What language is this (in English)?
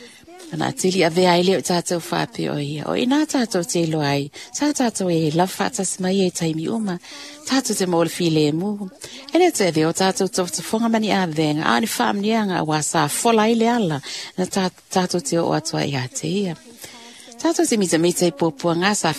Samoan